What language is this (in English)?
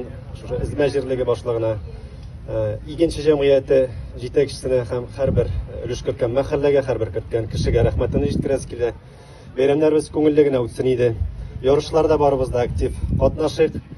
Tatar